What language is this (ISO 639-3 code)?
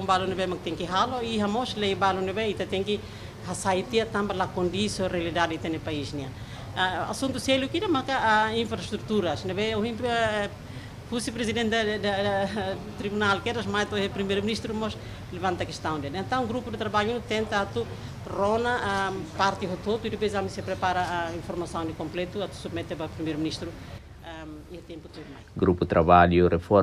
tet